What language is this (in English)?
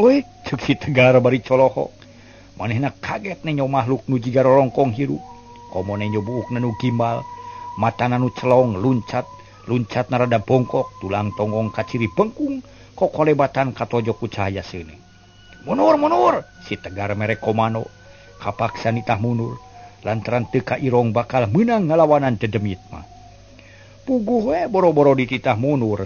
Sundanese